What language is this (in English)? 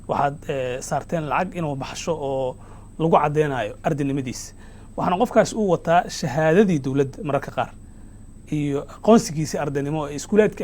Somali